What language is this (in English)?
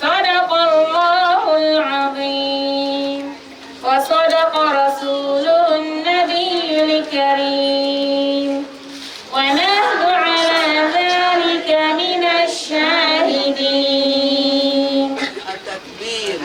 Dagbani